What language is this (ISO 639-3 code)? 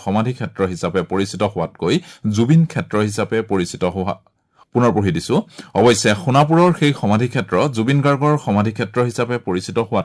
asm